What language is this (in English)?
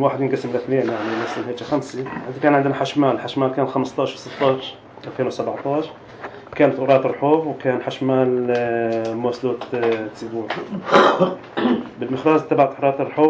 North Levantine Arabic